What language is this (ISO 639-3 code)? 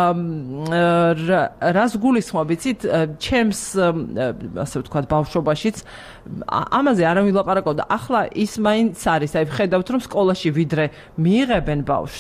kat